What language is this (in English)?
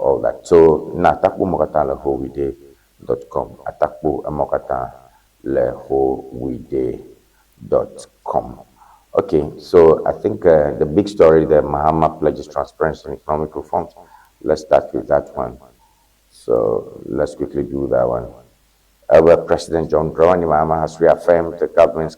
Ewe